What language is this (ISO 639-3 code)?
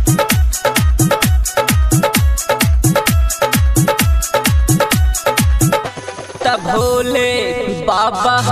bho